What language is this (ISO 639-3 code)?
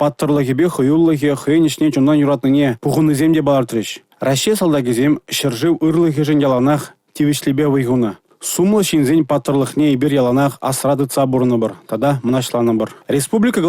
chv